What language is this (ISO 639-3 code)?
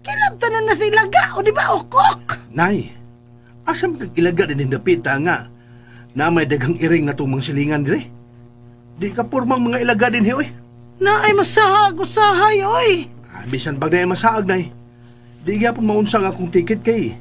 ceb